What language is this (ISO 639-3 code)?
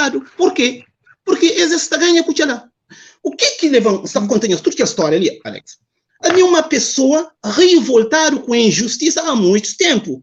kea